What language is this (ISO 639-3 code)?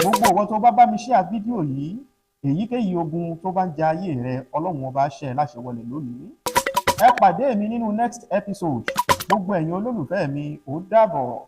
yor